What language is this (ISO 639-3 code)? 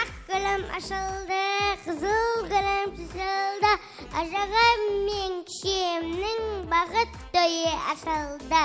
kaa